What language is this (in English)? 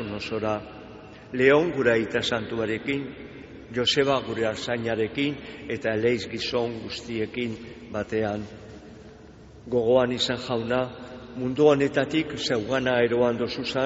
Basque